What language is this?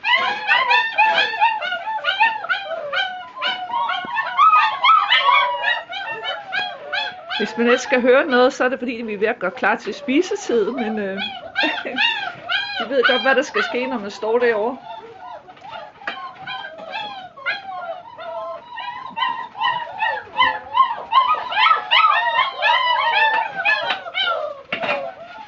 Danish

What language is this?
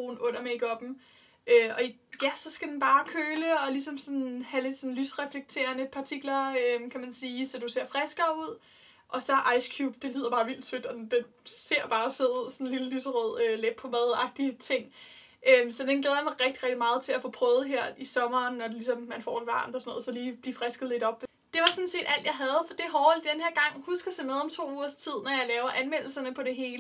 Danish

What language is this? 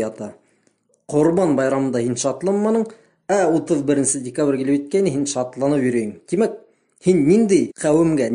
Bashkir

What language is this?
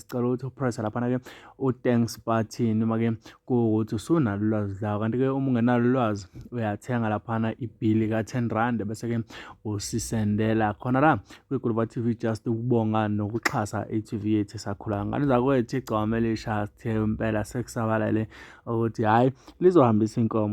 Zulu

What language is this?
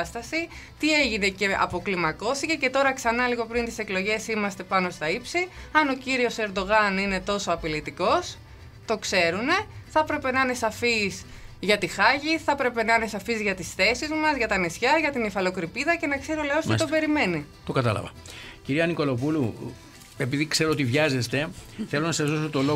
Greek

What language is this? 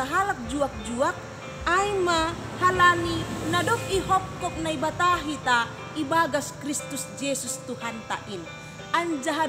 Batak Simalungun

